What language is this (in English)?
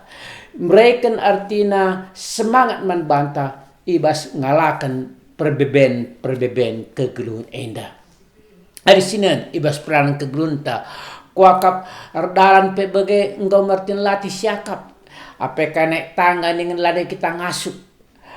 Batak Karo